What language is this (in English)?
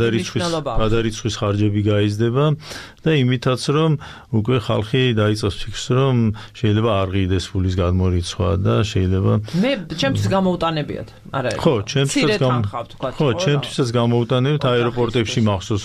Georgian